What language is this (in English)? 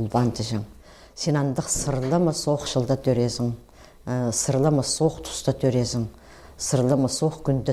Khakas